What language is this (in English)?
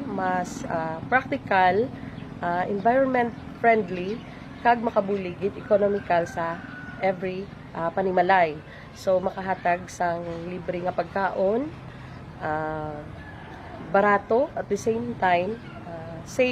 Hiligaynon